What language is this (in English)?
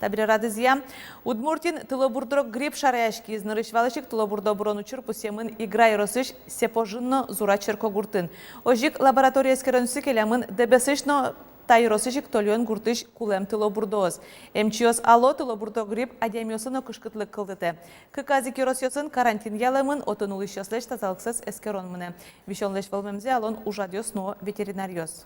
Udmurt